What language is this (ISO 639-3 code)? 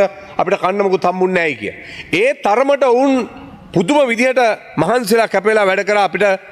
sin